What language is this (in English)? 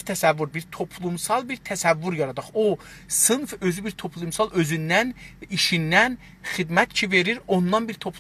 South Azerbaijani